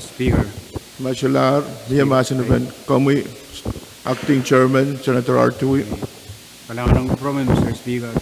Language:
Pohnpeian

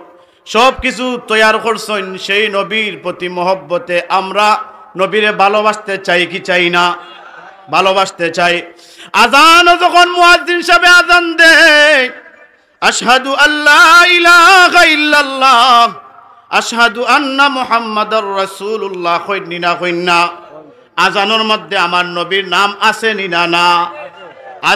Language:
Sylheti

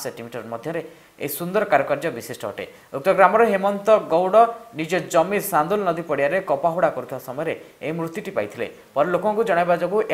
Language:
Odia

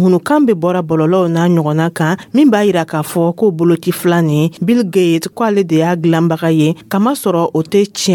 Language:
Dyula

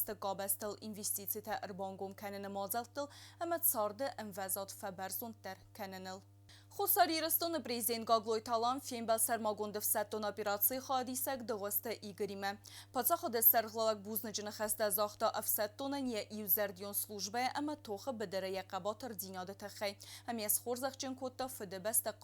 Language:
Ossetic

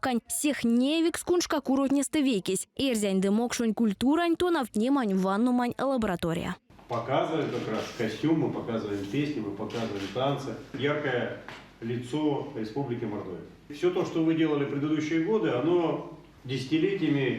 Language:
Erzya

